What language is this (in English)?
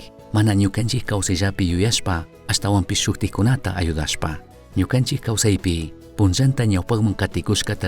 Chimborazo Highland Quichua